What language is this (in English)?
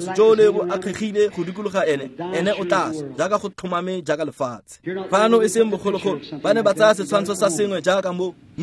Tswana